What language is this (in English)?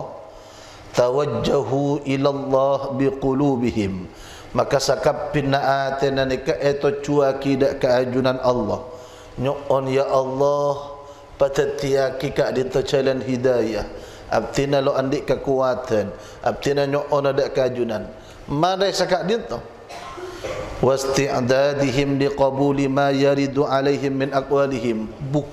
Madurese